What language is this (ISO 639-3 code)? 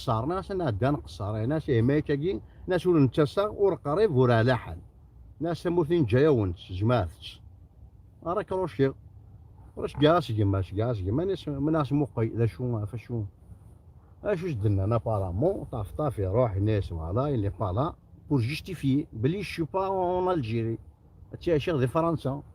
kab